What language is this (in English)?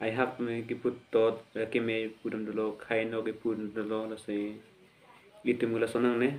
Karbi